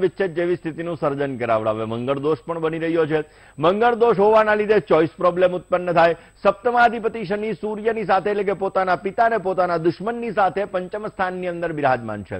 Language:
Gujarati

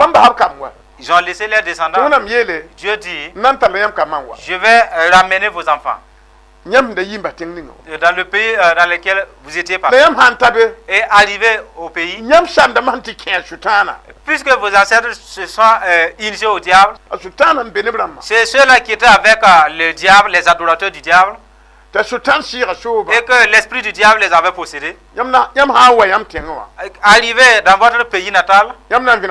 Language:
Mossi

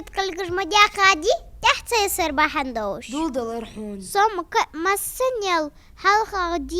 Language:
Ingush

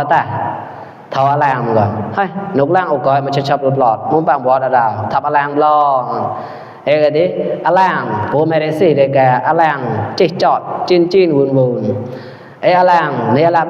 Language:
Mon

